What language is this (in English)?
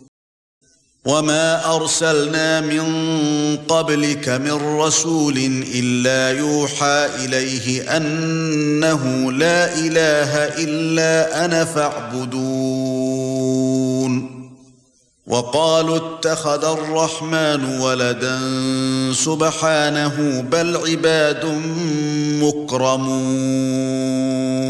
Arabic